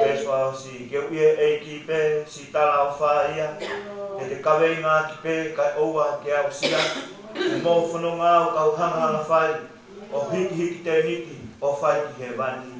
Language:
Tongan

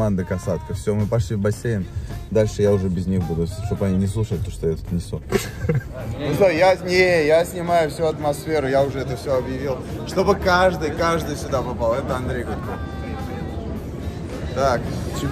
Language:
Russian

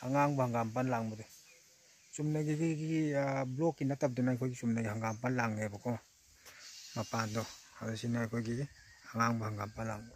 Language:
Manipuri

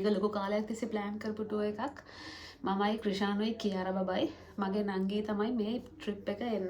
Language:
Sinhala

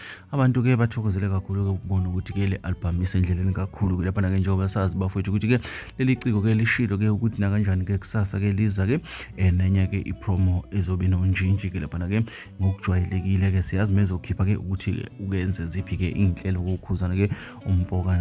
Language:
Zulu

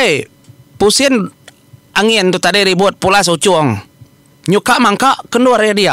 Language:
Iban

